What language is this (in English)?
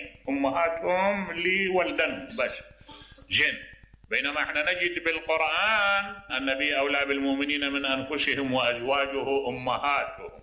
Mesopotamian Arabic